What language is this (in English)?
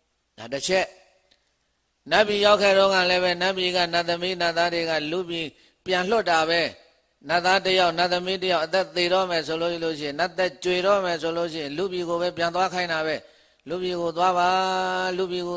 Burmese